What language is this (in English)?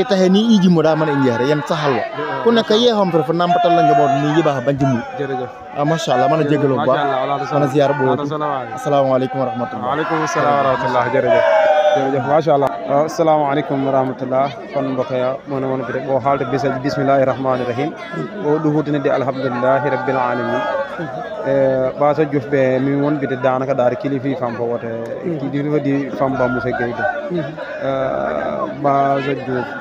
Wolof